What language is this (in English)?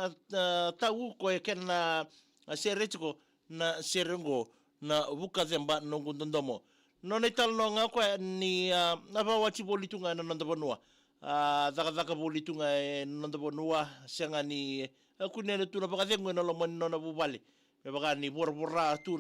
Fijian